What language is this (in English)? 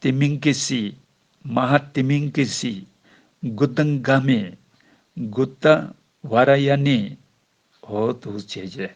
Tibetan